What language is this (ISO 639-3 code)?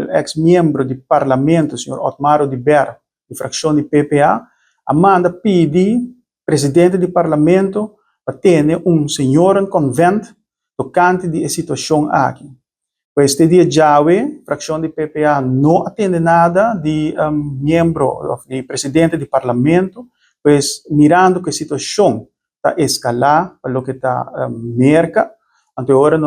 pap